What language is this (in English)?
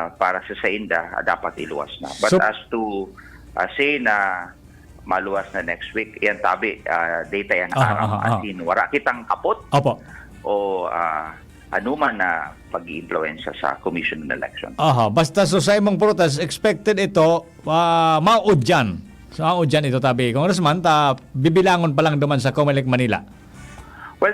Bikol